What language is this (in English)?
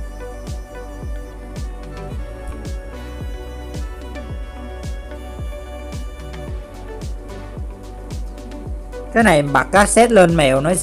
Vietnamese